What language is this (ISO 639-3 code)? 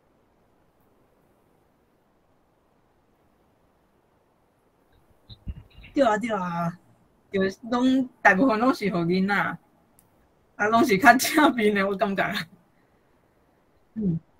nan